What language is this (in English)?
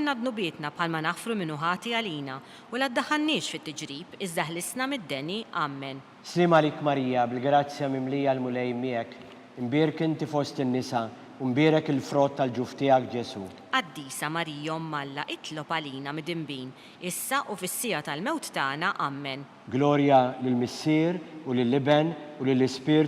Maltese